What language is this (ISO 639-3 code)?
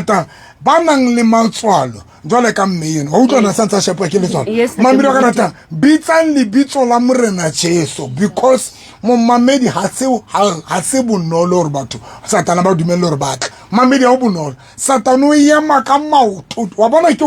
sot